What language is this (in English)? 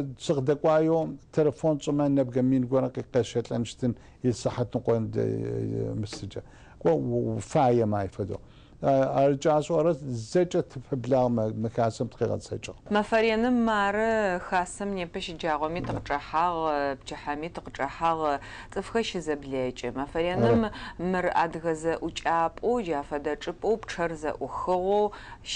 Adyghe